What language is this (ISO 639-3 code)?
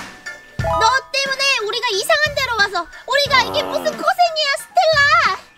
kor